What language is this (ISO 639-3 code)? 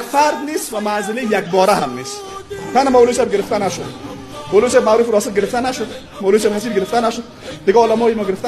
fas